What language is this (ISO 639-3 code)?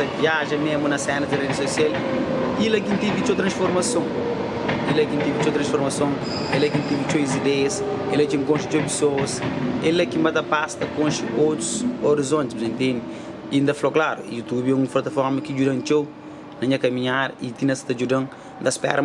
kea